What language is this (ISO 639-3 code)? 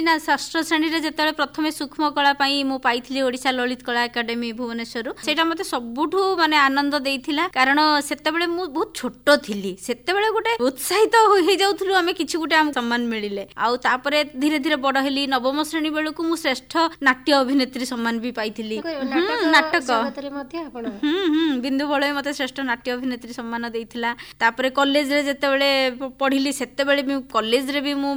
ori